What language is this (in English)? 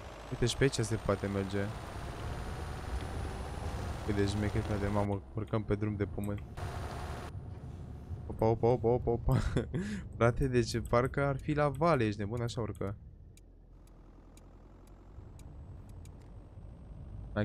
Romanian